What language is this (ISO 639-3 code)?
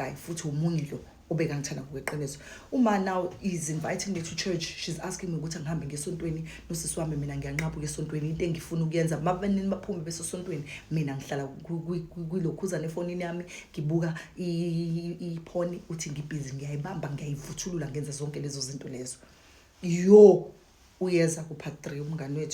zul